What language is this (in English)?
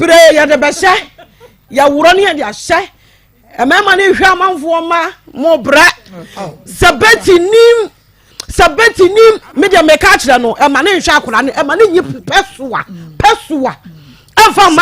Akan